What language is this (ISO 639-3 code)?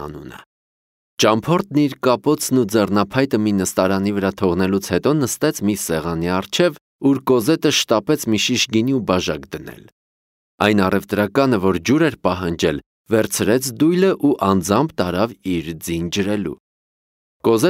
hye